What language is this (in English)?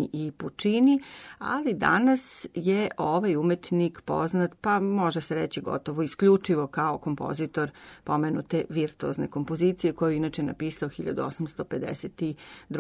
Serbian